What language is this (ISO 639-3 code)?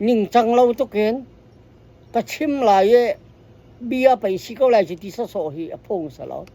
cnh